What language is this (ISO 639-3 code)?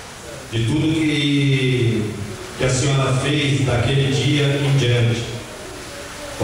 por